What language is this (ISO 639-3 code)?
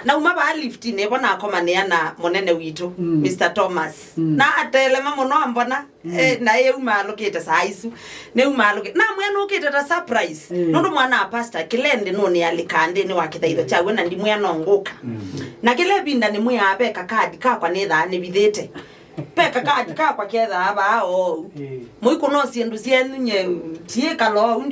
kam